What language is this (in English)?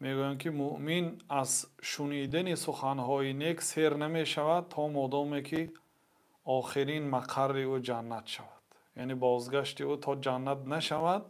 Tajik